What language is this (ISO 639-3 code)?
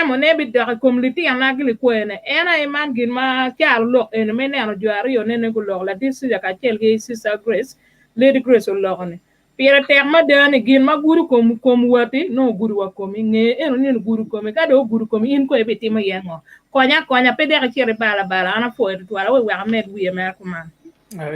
ach